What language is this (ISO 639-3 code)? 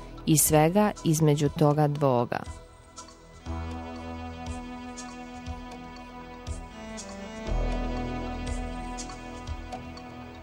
bos